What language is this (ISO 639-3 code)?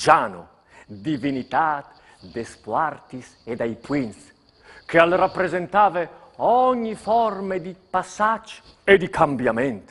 fur